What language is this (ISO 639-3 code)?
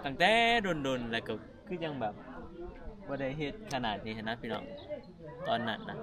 tts